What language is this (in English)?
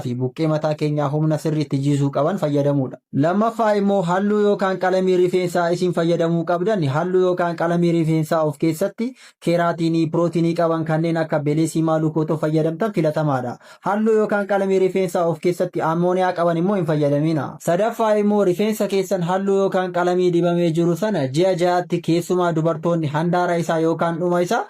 Oromo